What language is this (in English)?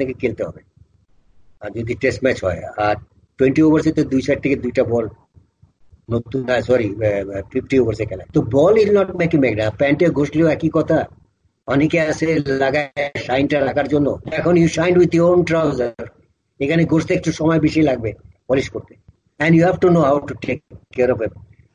Bangla